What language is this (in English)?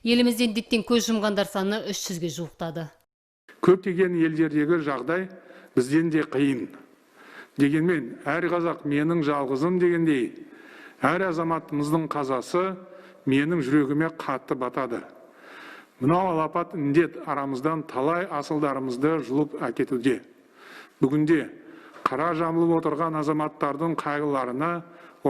Kazakh